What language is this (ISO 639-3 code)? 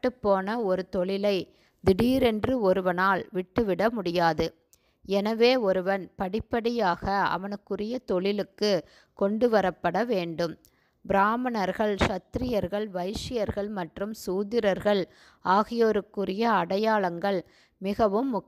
tam